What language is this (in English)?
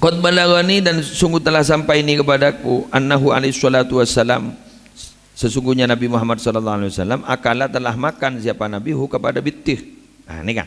Madurese